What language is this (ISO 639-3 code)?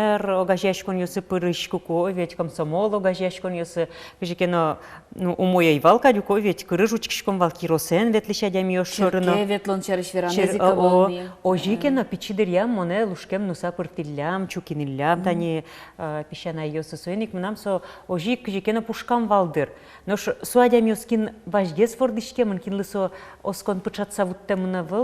udm